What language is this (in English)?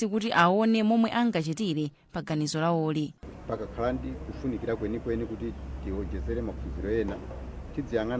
Nyanja